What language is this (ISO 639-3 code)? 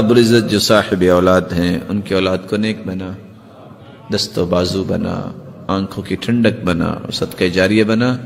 urd